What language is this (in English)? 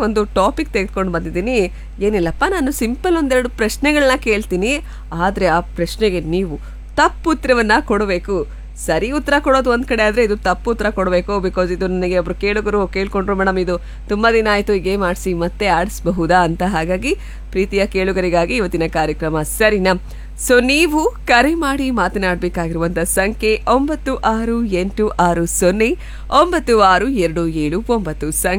Kannada